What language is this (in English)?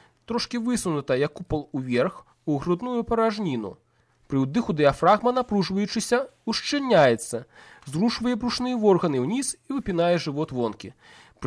Belarusian